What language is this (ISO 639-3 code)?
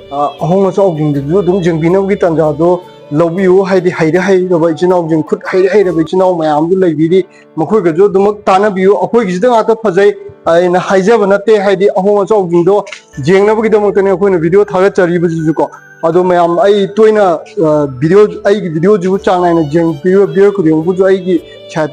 mni